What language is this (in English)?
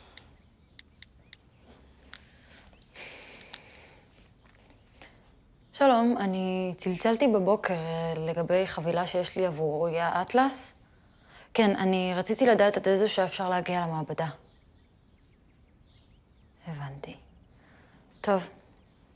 Hebrew